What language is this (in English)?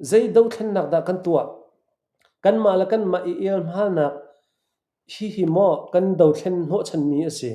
Hakha Chin